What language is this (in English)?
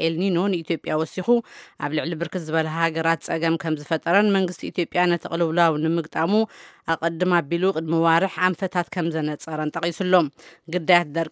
Tigrinya